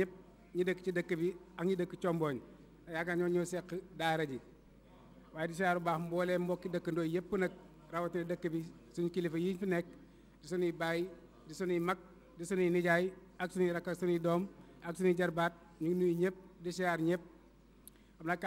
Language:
Wolof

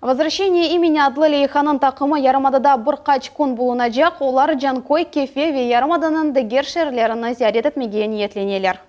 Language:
Crimean Tatar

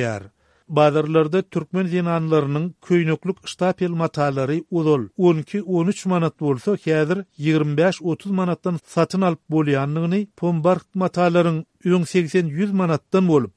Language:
Turkmen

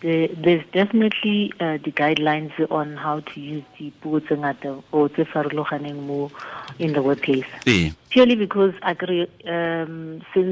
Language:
Tswana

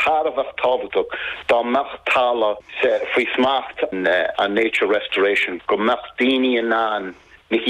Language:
Irish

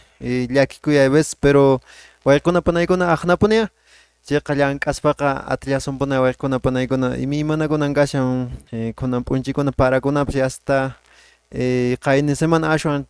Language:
Quechua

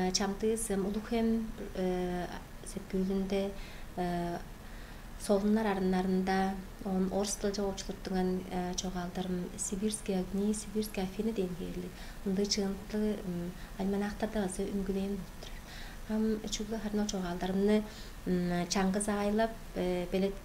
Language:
Tuvinian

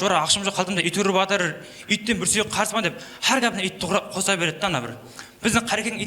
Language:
Kara-Kalpak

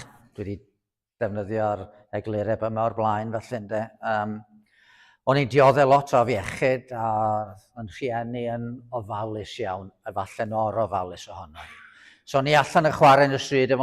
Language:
Welsh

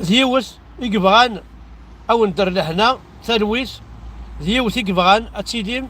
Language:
Kabyle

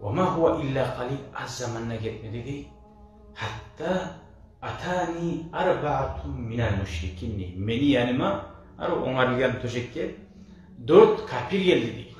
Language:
Kumyk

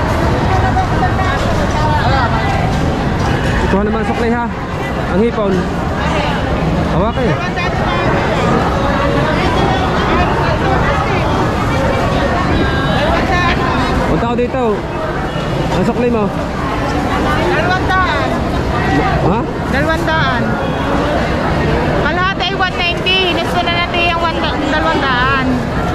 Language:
Filipino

